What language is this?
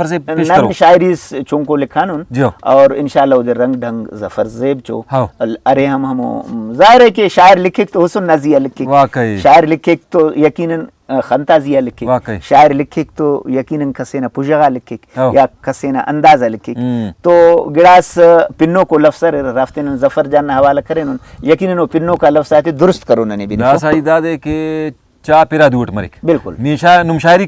Brahui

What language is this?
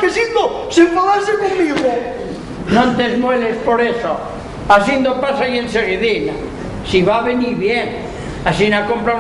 Asturian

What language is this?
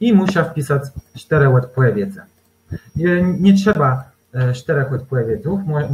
Kashubian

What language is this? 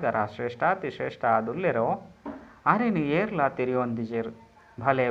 Tulu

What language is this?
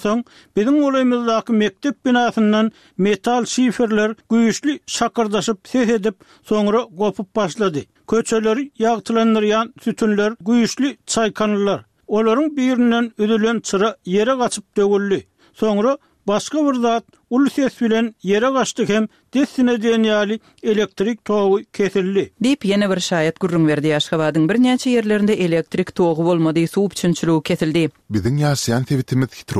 Turkmen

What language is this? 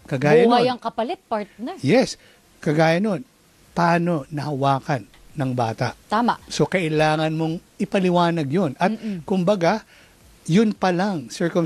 Filipino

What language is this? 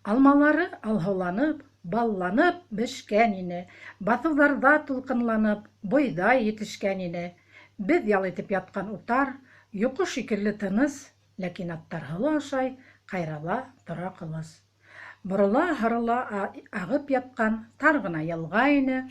Bashkir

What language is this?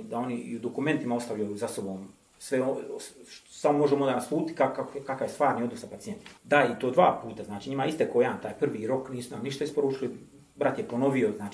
Bosnian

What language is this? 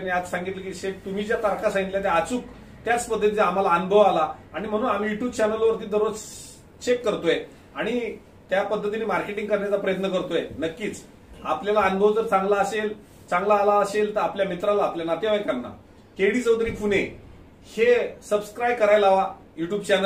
Marathi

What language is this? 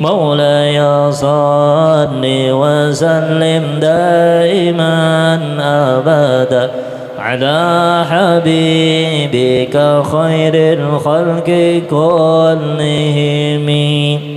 Banjar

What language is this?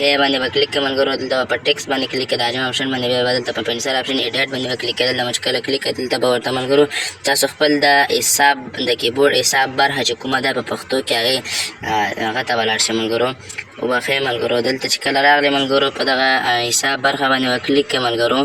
Pashto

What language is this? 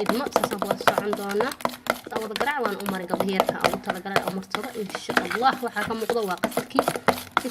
Somali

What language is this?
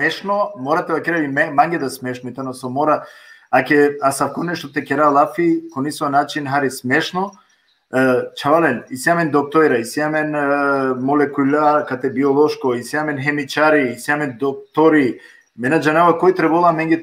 Balkan Romani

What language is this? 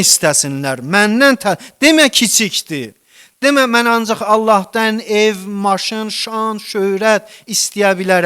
Azerbaijani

